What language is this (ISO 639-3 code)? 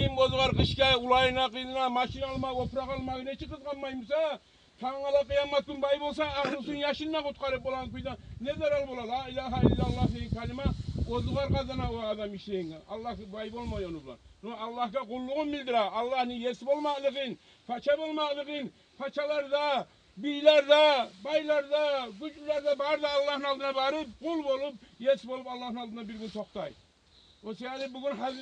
kum